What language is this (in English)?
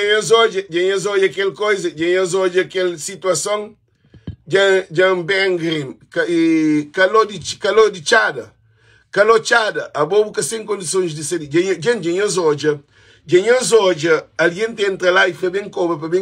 Kabuverdianu